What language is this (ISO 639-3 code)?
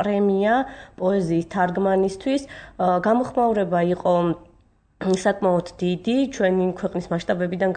kat